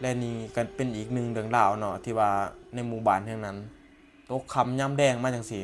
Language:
Northeastern Thai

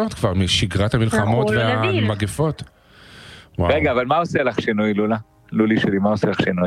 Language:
Hebrew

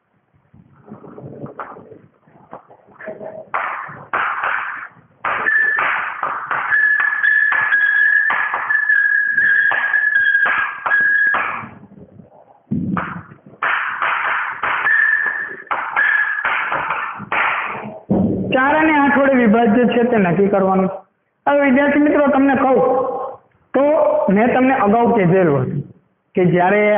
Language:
Gujarati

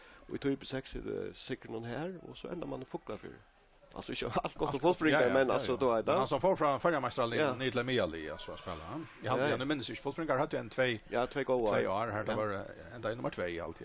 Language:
Faroese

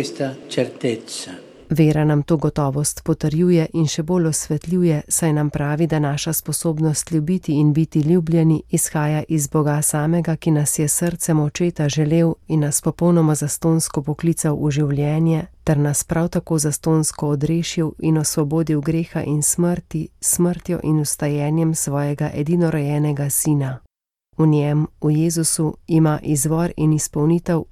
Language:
Slovenian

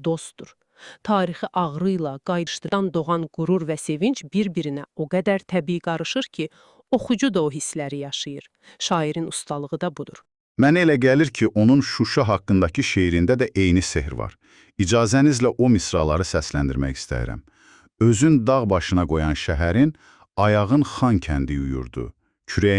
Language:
Azerbaijani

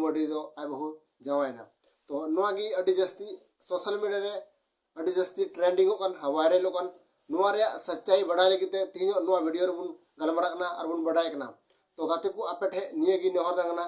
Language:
Santali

